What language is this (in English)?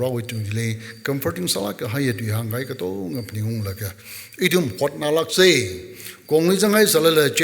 Tangkhul Naga (India)